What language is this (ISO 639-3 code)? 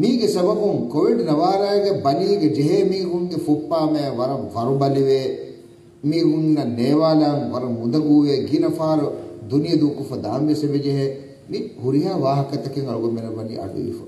div